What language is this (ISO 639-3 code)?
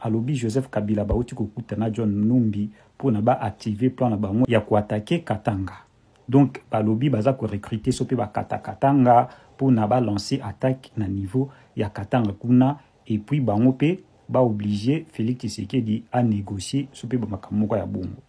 lin